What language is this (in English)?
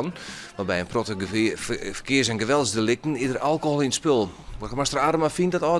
Western Frisian